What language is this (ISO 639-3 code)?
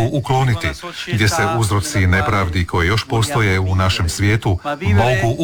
hrv